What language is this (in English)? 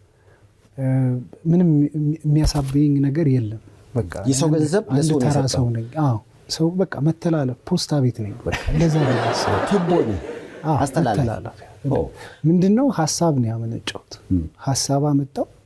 Amharic